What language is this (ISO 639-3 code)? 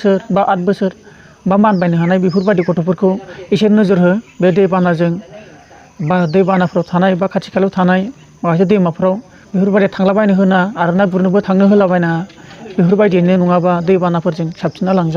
brx